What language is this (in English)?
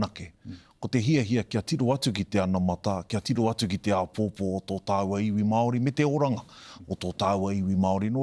Māori